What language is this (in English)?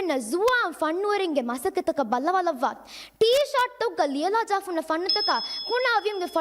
Divehi